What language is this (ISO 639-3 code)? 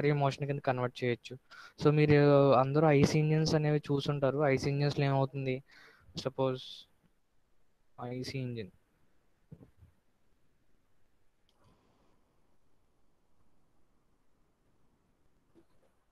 tel